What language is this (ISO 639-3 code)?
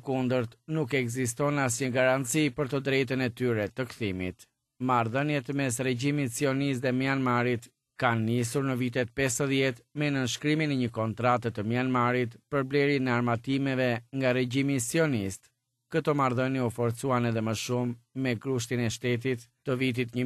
sqi